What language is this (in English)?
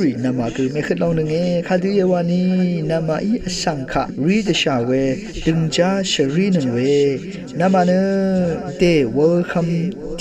Rawang